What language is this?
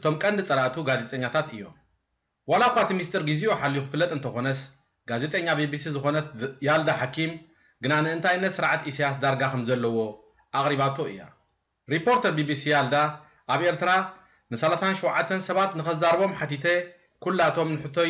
Tigrinya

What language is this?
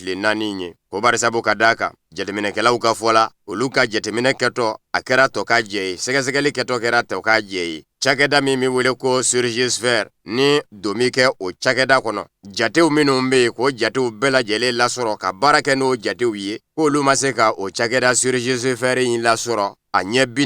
Bambara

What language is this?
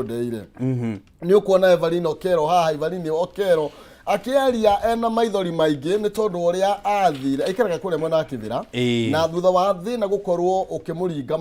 Kikuyu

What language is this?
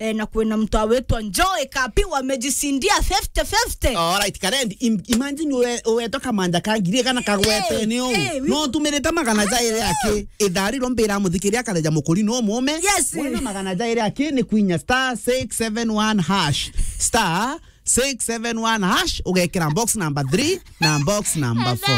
Meru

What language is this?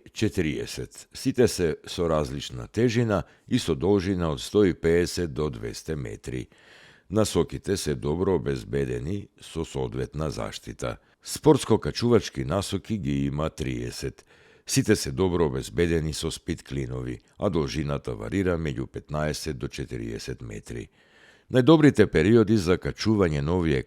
Macedonian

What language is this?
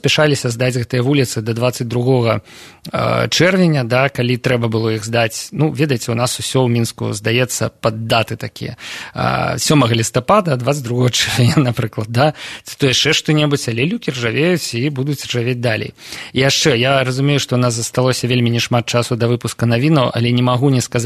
Belarusian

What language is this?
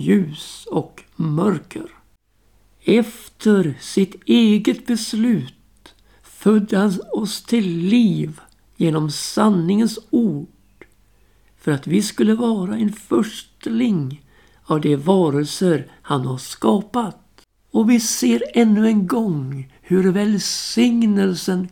Swedish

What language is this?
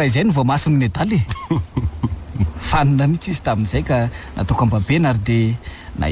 Malagasy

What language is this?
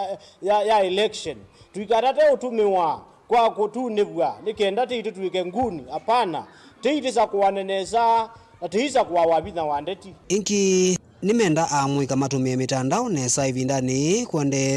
Kamba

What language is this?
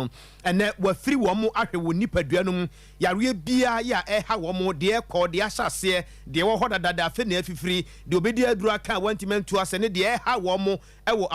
Akan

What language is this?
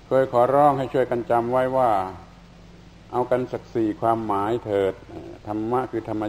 Thai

